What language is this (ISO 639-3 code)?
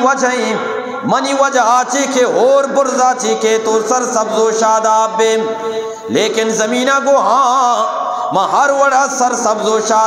bgp